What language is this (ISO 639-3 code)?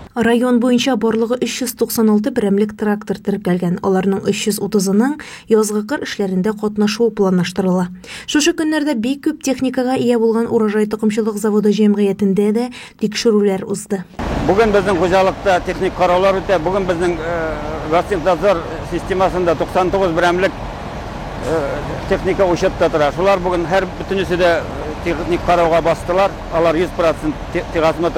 tat